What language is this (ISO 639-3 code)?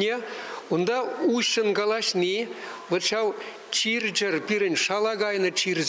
chv